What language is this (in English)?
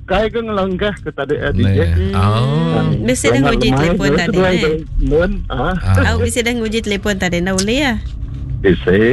Iban